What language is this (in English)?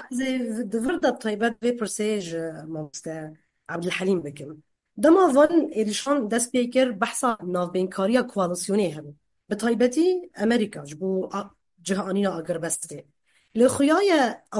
Kurdish